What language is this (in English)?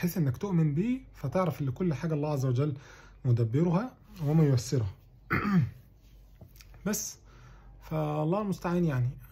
Egyptian Arabic